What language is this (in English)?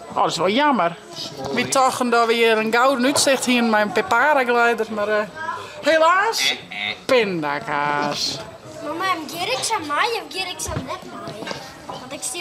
Western Frisian